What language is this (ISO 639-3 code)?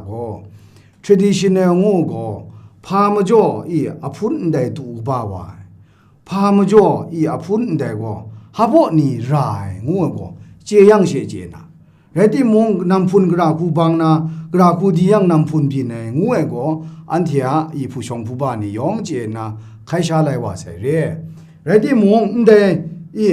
kac